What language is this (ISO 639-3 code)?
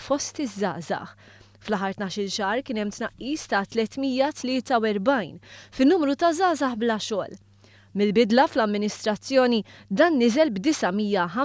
mlt